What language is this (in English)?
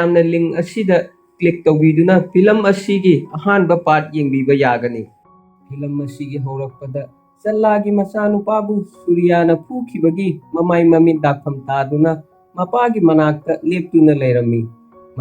Manipuri